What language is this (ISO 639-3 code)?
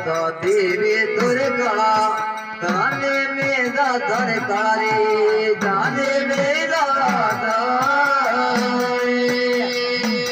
hin